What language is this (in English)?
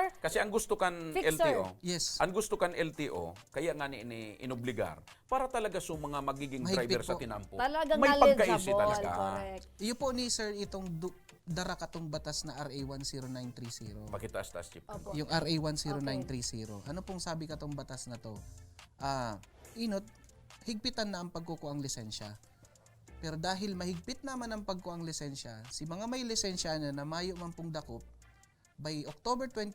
Bikol